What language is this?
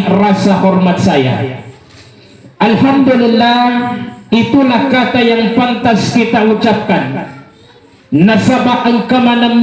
Buginese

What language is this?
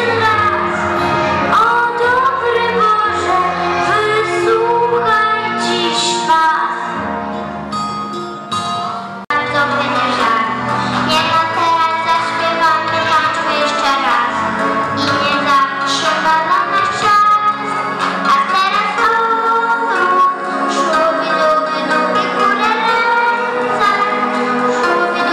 Polish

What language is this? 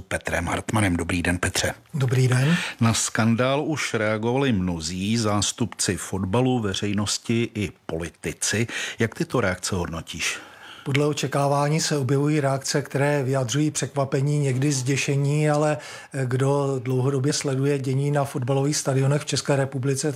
Czech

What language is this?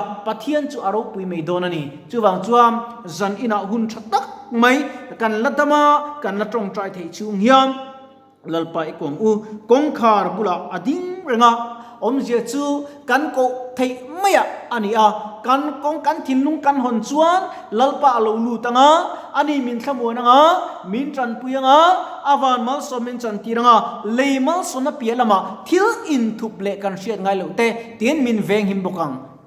Mizo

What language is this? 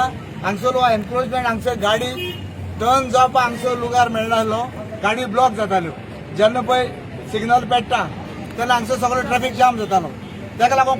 Konkani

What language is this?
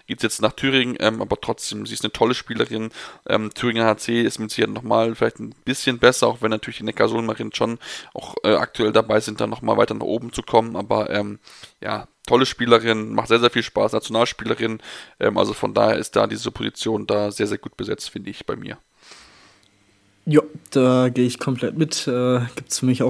German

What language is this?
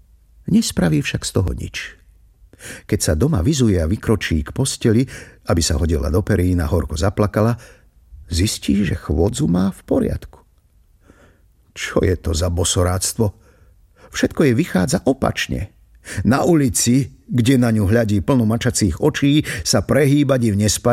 Slovak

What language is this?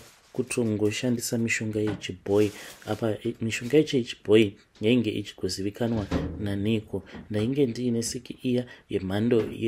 Shona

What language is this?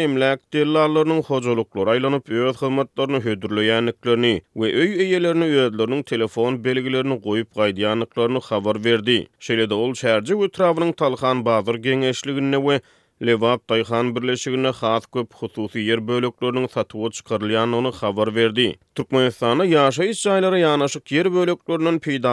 Turkmen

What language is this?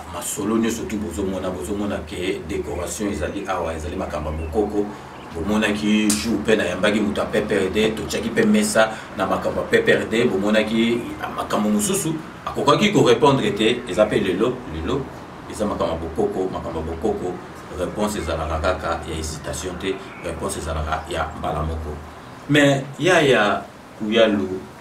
Lingala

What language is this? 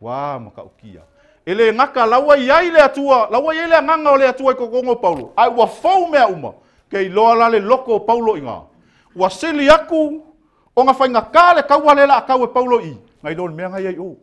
Samoan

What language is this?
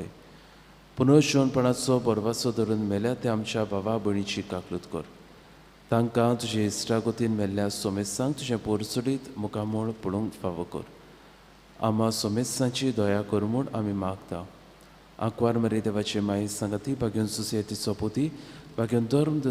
Konkani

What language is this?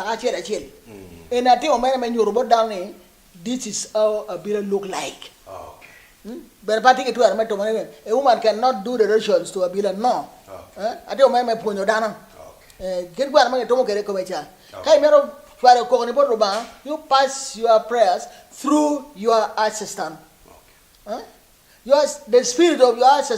Acoli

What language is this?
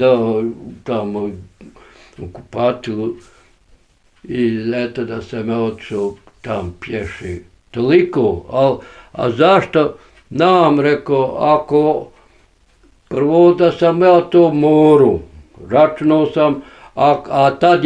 Bosnian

